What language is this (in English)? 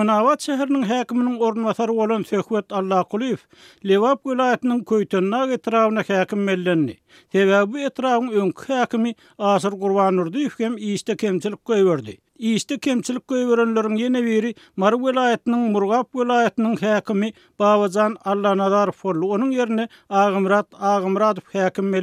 Turkmen